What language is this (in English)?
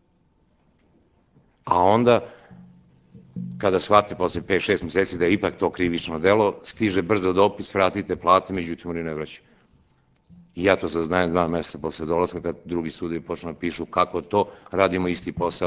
Serbian